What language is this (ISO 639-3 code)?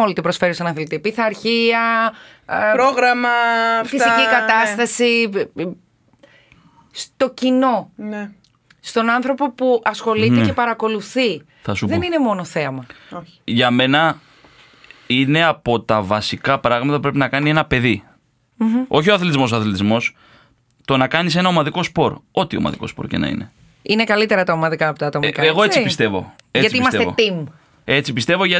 ell